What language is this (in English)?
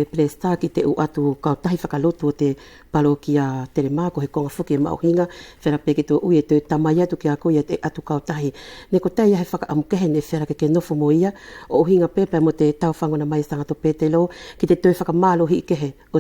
Wallisian